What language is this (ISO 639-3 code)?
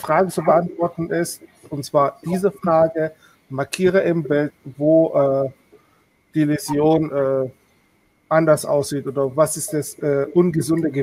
deu